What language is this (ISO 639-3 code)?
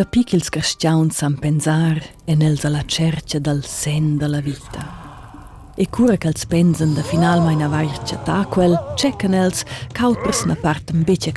roh